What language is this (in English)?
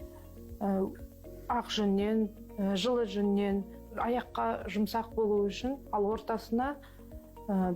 Kazakh